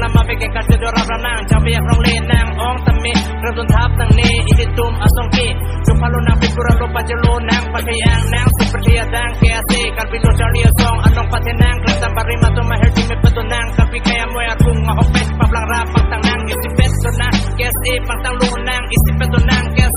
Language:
Karbi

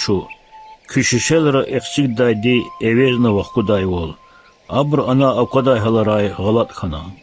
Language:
Lezghian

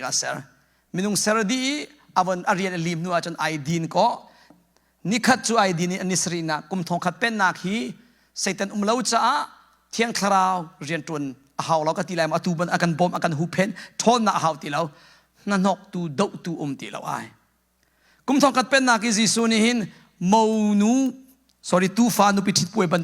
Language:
Hakha Chin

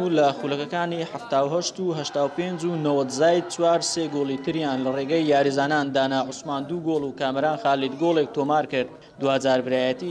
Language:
Central Kurdish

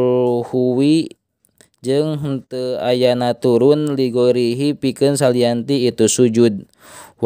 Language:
Sundanese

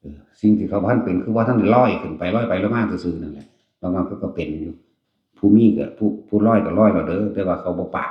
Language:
Northeastern Thai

